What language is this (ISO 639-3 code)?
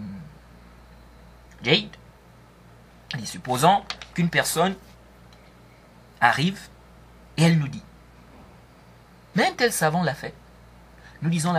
fra